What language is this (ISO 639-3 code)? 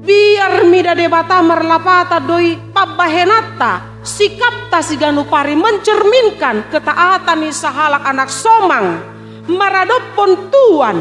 bbc